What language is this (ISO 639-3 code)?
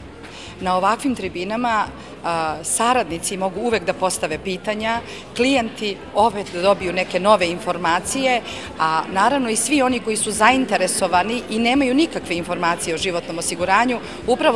srp